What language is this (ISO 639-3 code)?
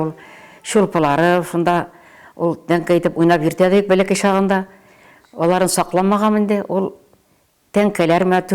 bak